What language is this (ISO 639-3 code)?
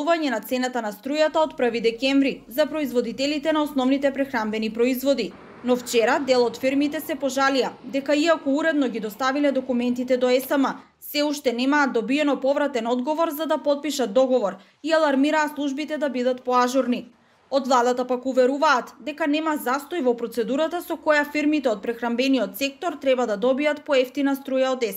mkd